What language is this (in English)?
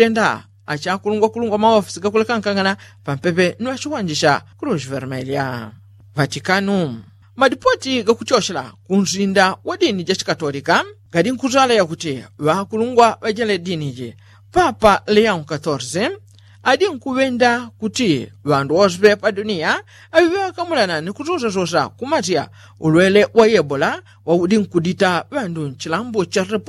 Yao